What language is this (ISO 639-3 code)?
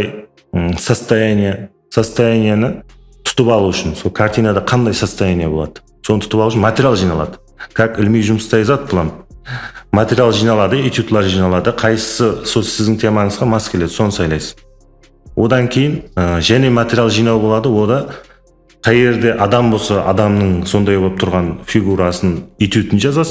kaa